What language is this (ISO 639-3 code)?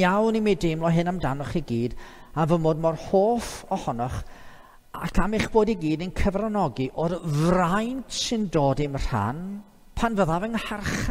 cym